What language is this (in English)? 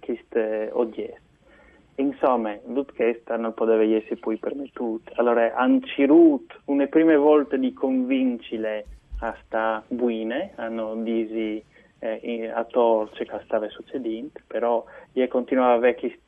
Friulian